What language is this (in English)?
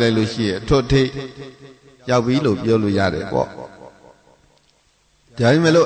Burmese